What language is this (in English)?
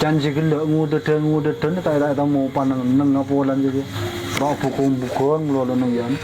Madurese